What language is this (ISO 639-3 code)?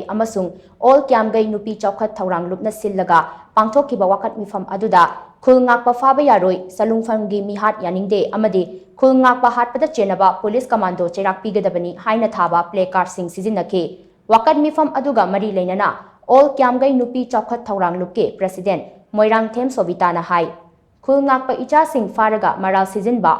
mni